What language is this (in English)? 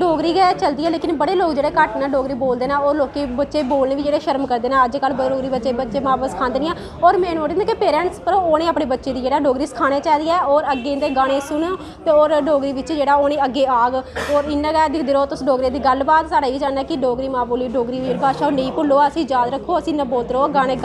Dogri